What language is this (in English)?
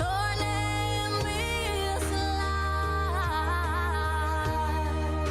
Gilbertese